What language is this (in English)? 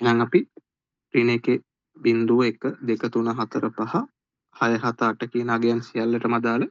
Sinhala